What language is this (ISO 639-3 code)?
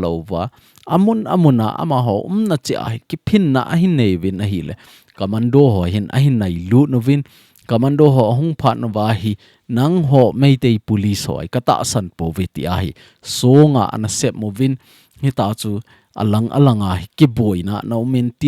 tcz